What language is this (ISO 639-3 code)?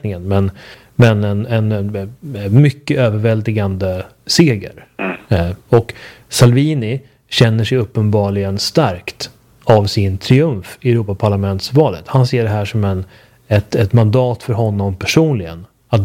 swe